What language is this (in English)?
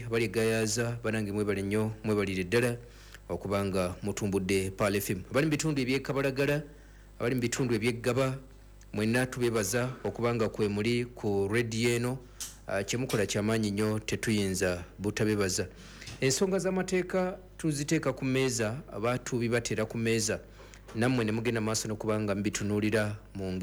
Ganda